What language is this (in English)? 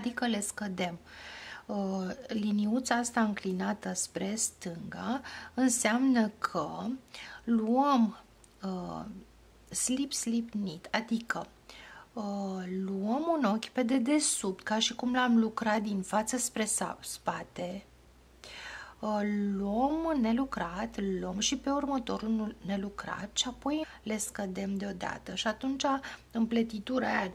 Romanian